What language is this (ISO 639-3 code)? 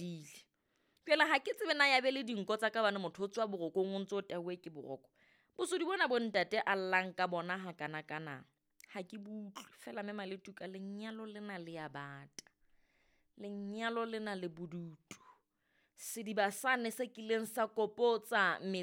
sot